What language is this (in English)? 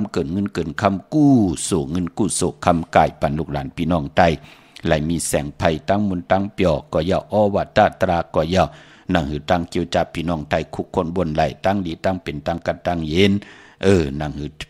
Shan